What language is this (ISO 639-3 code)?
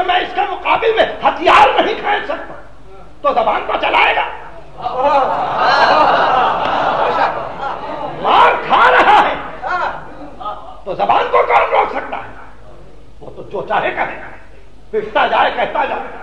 urd